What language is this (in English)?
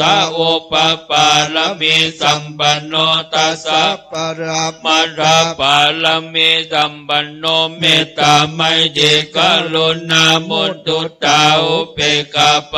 Pali